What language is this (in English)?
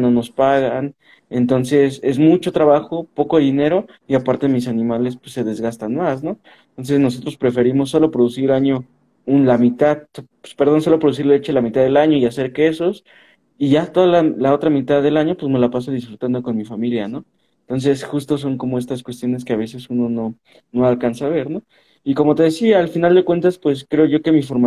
Spanish